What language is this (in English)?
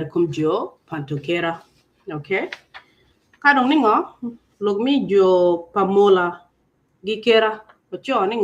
Acoli